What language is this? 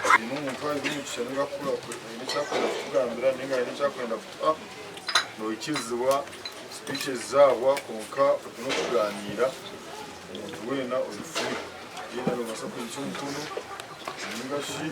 Nyankole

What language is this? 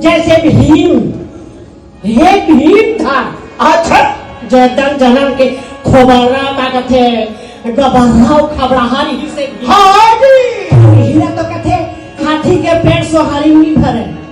Chhattisgarhi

